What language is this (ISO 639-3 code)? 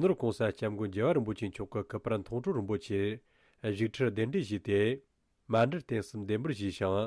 bod